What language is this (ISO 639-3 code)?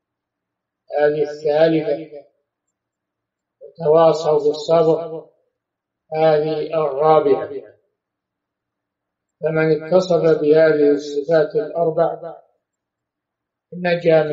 ara